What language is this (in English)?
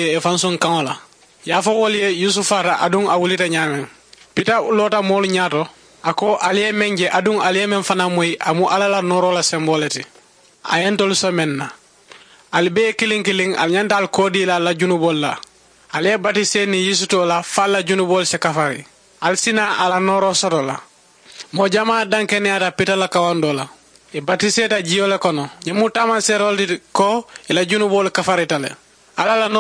Mandingo